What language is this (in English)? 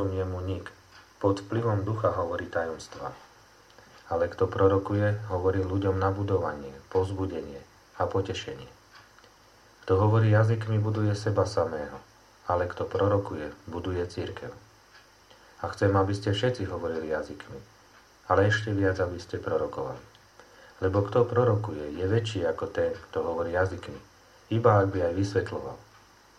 Slovak